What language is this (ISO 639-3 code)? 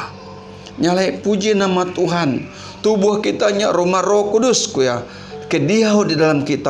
iba